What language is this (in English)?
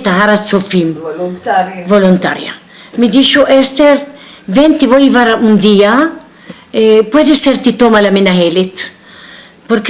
Ladino